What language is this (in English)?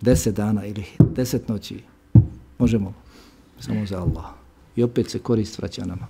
Bosnian